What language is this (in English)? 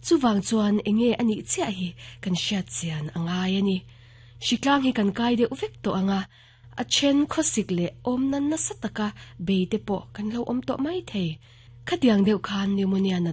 Mizo